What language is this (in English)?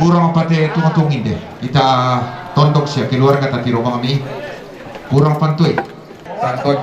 Toraja-Sa'dan